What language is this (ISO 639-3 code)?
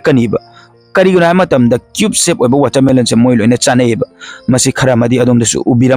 mni